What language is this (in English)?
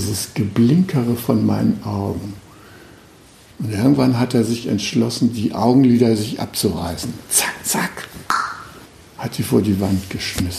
German